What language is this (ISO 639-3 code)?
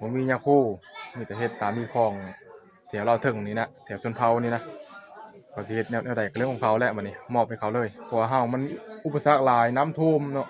tts